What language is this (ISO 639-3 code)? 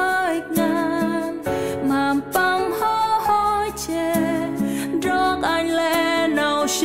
cmo